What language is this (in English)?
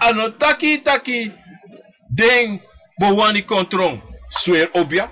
Sranan Tongo